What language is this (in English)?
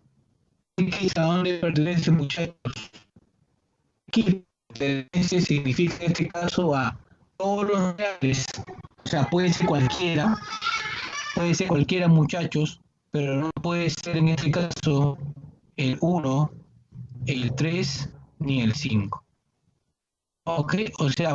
Spanish